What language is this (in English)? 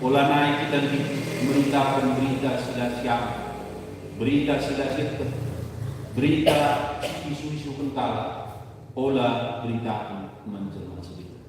Batak Karo